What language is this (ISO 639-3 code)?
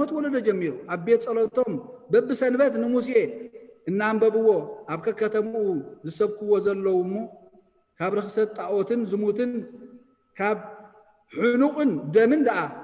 tir